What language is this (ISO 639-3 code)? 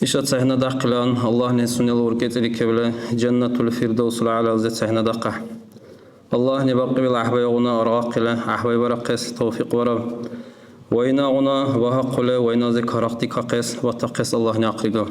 dar